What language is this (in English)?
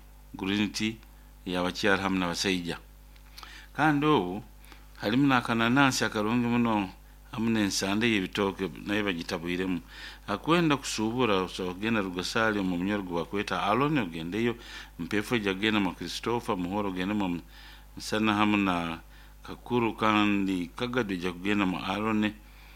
Nyoro